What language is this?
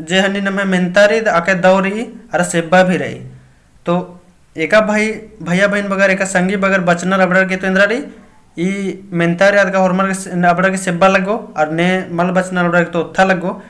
Kurukh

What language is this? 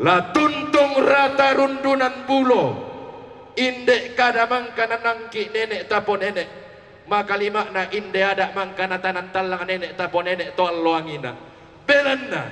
Toraja-Sa'dan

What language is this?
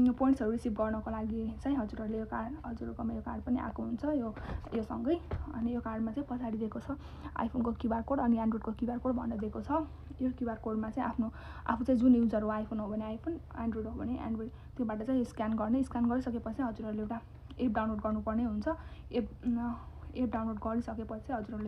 Nepali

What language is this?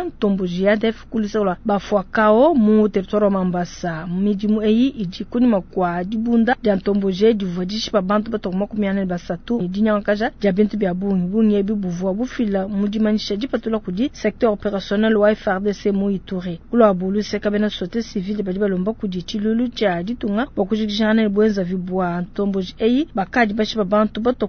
Luba-Lulua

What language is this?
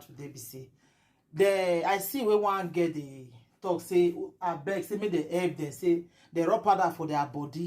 Nigerian Pidgin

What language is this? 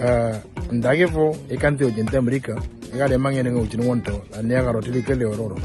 Moro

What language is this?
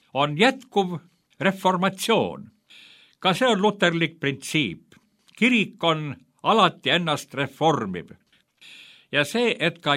Estonian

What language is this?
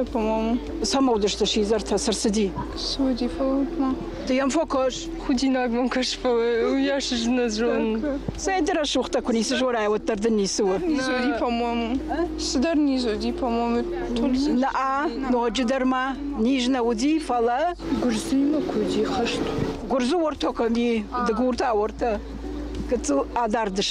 Ossetic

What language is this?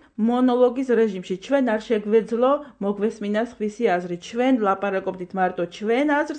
Georgian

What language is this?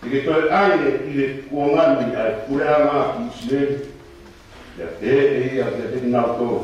Tongan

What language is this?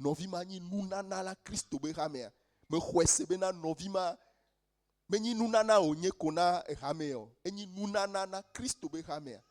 Ewe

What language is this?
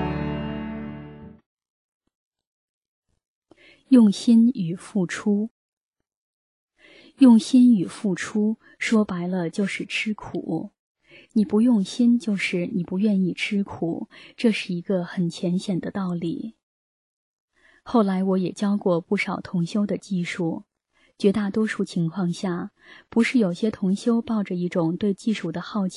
Chinese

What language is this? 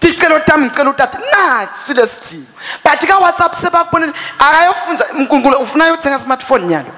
Swati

